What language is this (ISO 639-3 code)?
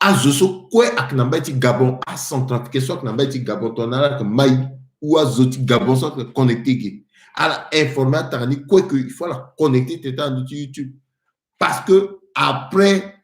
sag